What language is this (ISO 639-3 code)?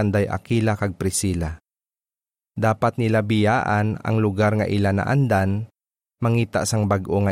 hil